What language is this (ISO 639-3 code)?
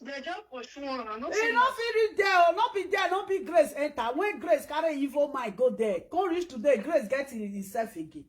pcm